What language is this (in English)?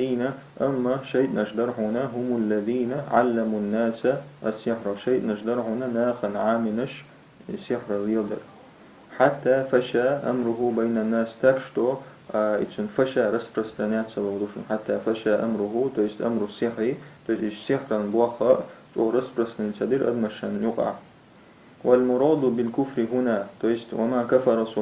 Chechen